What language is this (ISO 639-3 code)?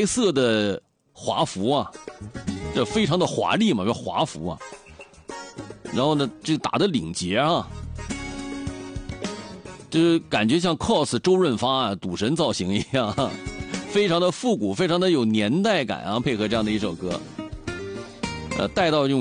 zho